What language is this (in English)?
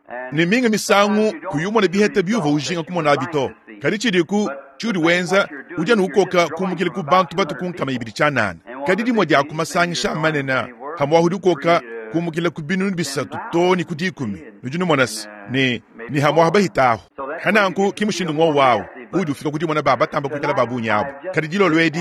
Luba-Lulua